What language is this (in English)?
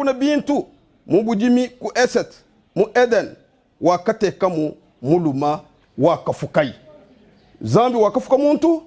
Luba-Lulua